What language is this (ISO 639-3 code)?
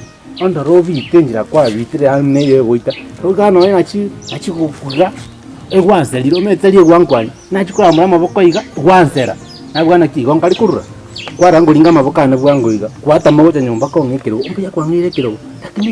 guz